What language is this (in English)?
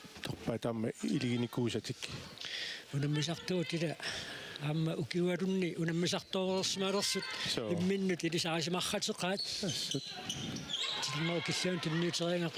Kalaallisut